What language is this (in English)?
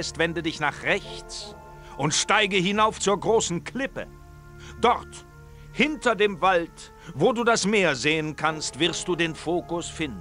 Bavarian